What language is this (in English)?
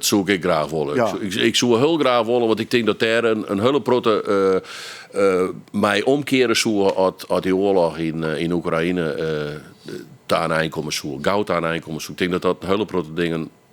Western Frisian